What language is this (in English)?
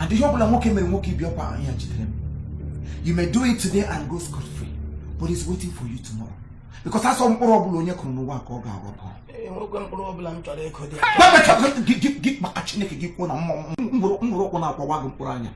Igbo